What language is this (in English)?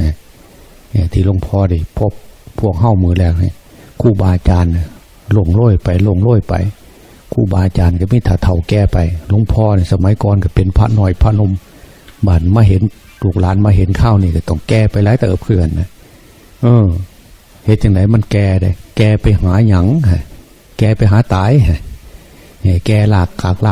Lao